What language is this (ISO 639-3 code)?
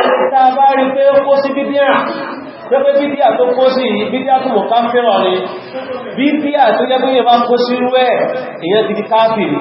yor